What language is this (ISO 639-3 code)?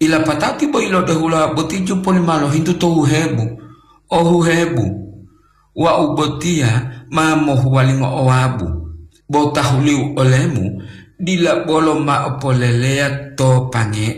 gor